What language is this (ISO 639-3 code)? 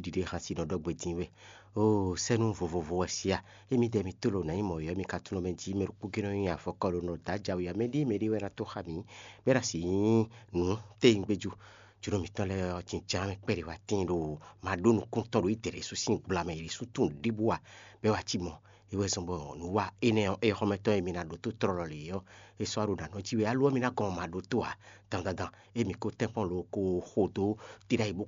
fon